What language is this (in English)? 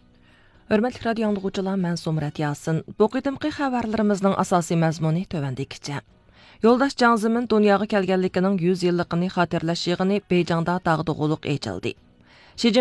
Uyghur